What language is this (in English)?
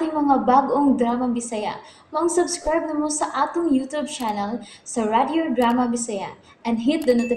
Cebuano